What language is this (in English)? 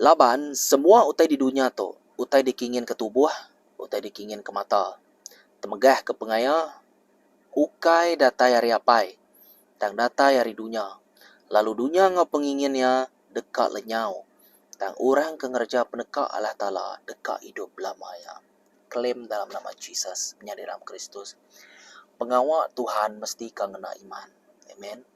Iban